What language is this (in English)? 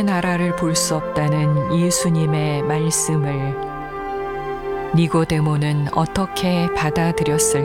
Korean